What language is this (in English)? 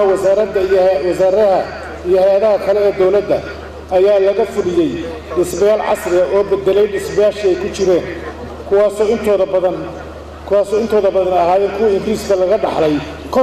Somali